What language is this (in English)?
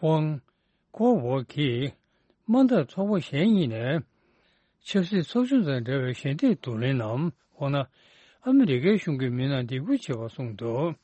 Tibetan